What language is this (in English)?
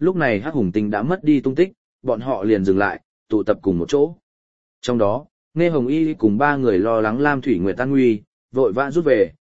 Vietnamese